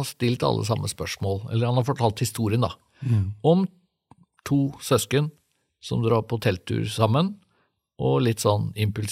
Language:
Norwegian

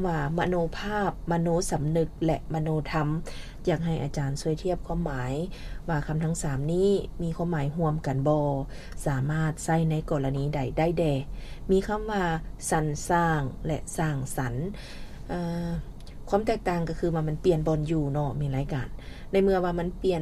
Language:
Lao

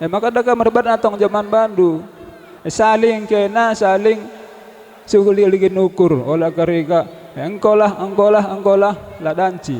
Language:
Batak Karo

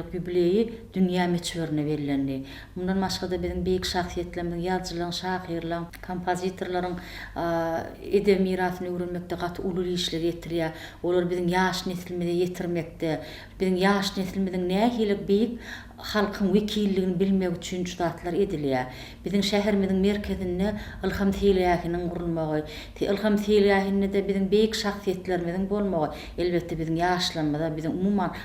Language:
Turkmen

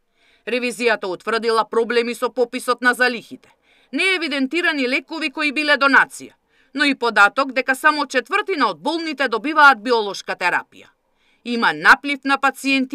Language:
Macedonian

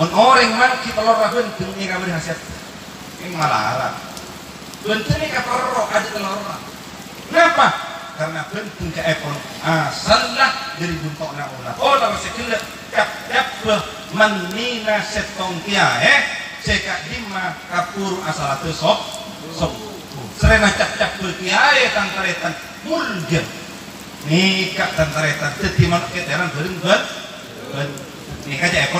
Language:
Madurese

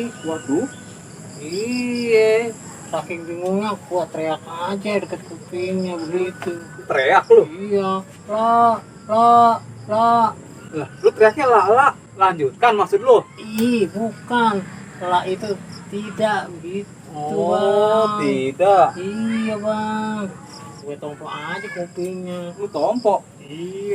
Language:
Betawi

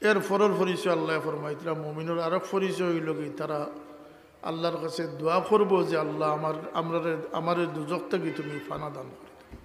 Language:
Sylheti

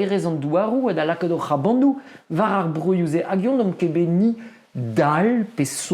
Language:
Breton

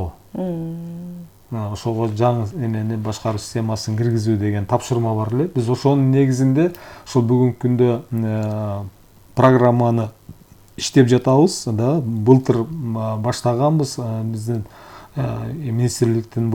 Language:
Kyrgyz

